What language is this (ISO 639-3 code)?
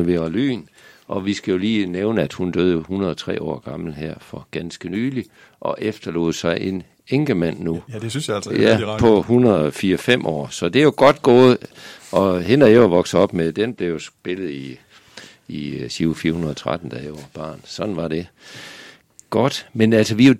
dan